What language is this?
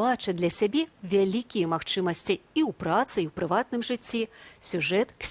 Belarusian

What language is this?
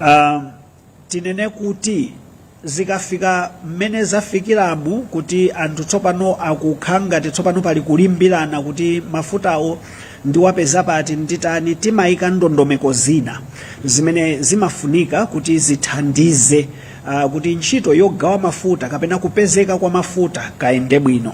Nyanja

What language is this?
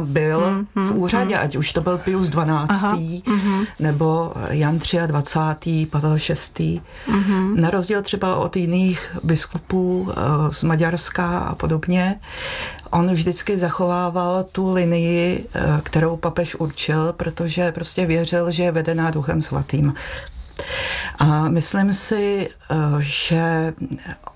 Czech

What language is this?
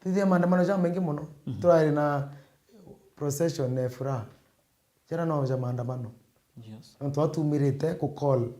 Meru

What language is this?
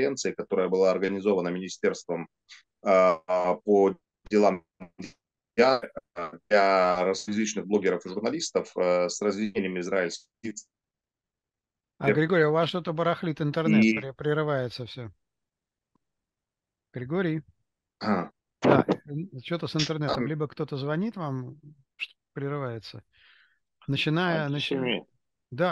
Russian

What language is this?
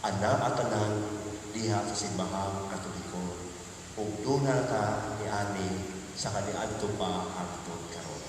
Cebuano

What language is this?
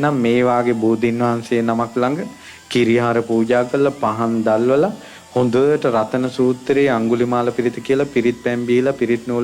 Sinhala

